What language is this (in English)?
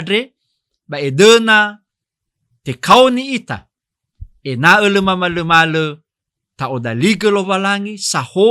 Nias